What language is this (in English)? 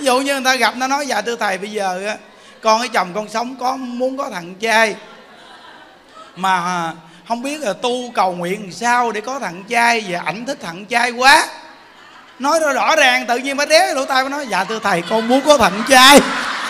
Vietnamese